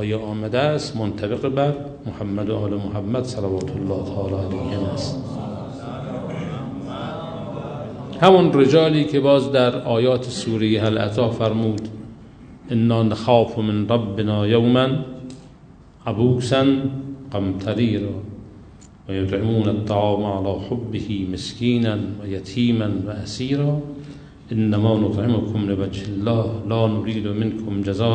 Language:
Persian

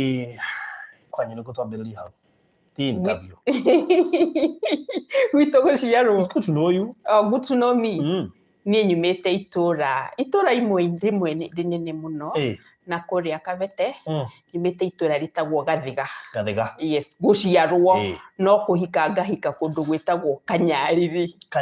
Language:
Kikuyu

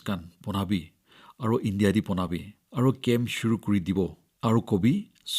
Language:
Naga Pidgin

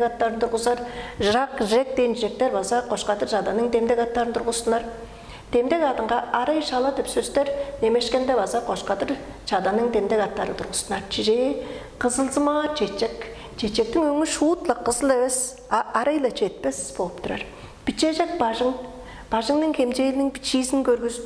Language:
Tuvinian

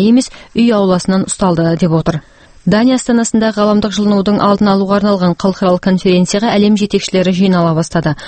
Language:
Kazakh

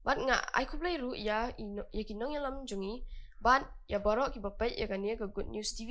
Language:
Khasi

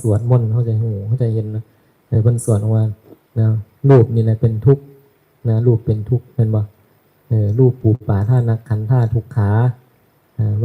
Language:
Northeastern Thai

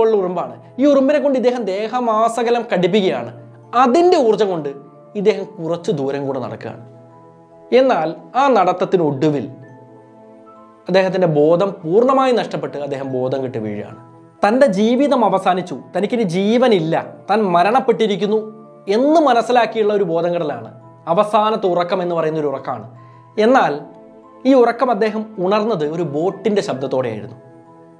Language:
Malayalam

